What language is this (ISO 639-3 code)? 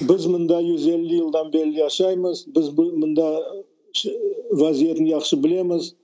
crh